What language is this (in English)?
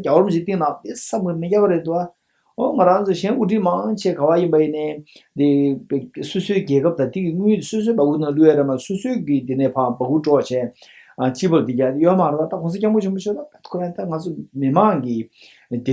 Tibetan